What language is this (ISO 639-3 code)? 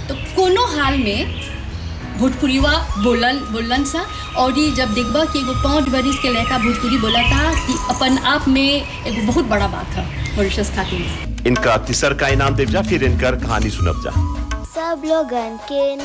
bho